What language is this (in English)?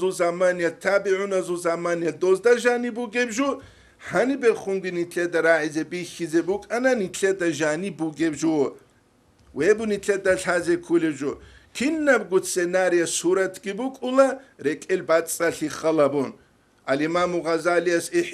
Avaric